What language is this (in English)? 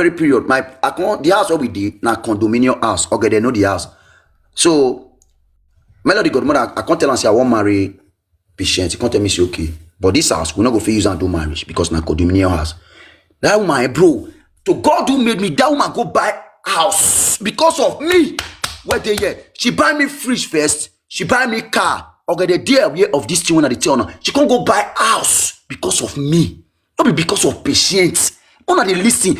Nigerian Pidgin